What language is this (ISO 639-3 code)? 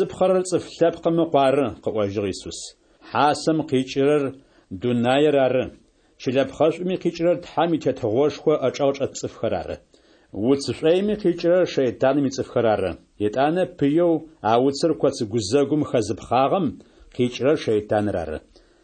ady